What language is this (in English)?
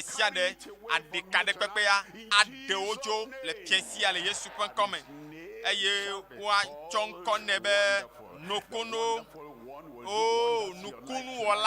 Ewe